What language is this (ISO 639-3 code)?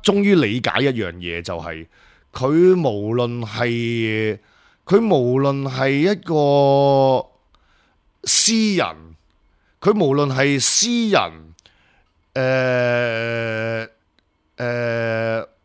yue